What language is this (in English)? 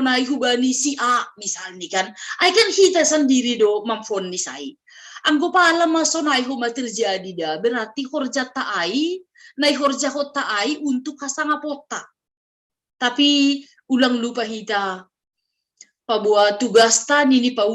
Batak Simalungun